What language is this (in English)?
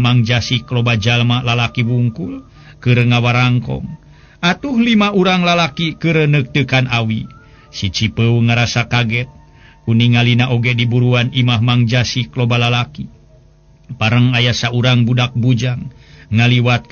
Sundanese